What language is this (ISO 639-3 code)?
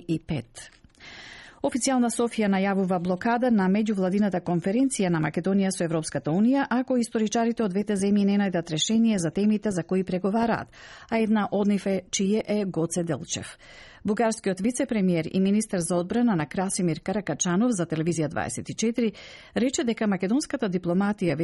mkd